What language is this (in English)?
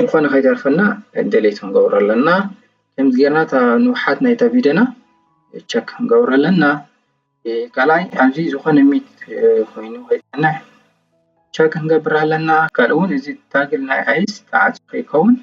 Tigrinya